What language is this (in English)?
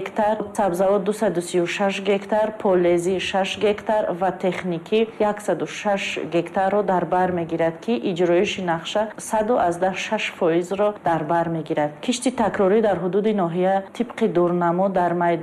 Tajik